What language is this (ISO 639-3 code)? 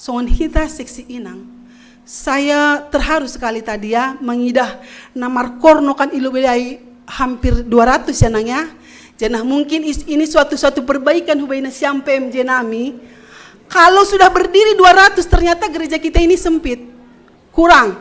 bts